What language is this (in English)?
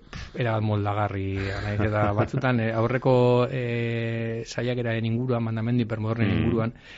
Basque